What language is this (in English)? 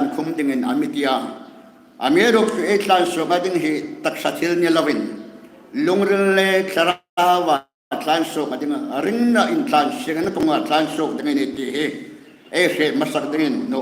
Hmar